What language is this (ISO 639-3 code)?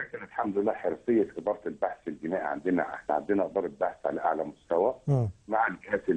arz